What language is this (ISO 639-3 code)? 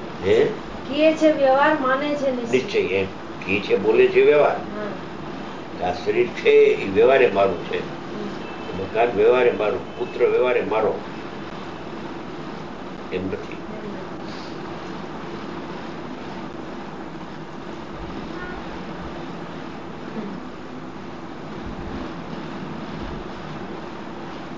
guj